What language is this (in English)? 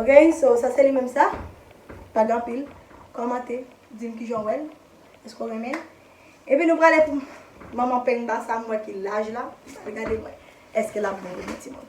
Haitian Creole